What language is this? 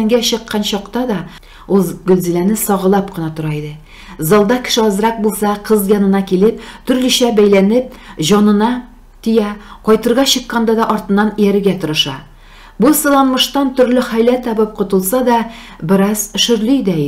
Tatar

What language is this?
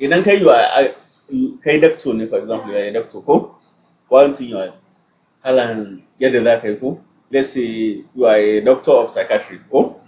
Hausa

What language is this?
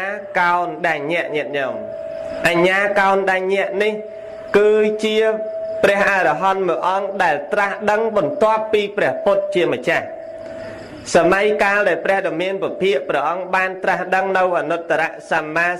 Khmer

